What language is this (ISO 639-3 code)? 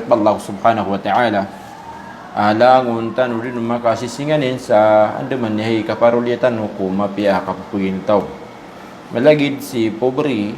mrw